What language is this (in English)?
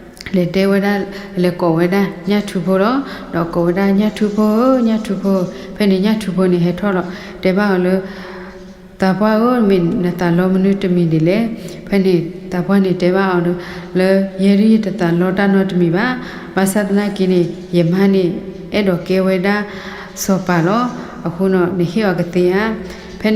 S'gaw Karen